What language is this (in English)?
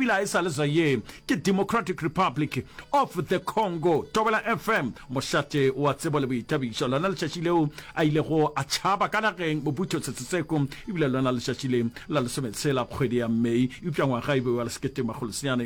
Northern Sotho